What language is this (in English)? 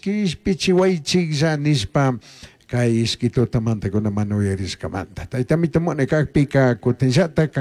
Chimborazo Highland Quichua